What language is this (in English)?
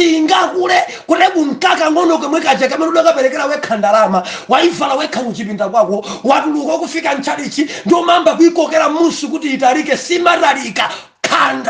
Nyanja